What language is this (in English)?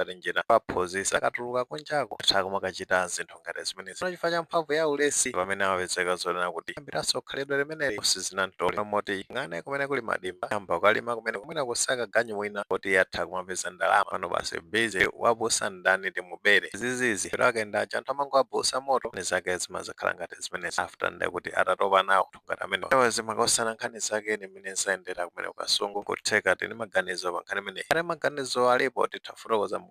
Nyanja